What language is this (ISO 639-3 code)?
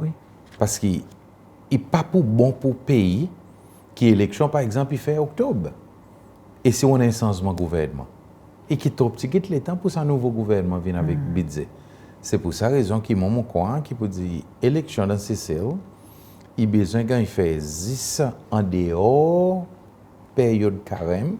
crs